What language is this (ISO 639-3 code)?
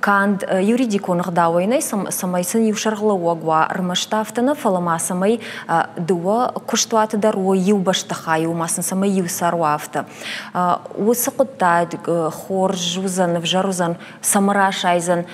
oss